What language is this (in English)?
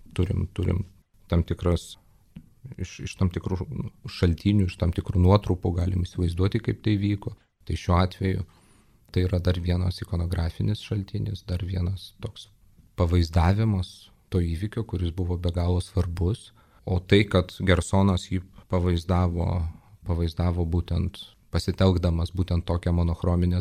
Lithuanian